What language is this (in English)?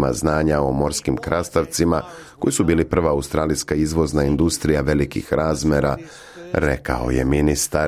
Serbian